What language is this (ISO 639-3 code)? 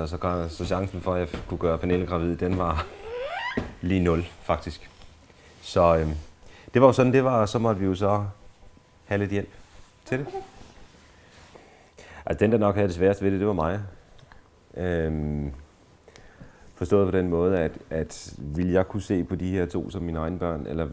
dan